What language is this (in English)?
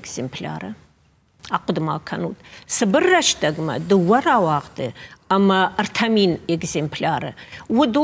Ossetic